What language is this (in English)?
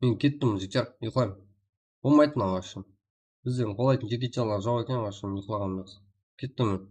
Kara-Kalpak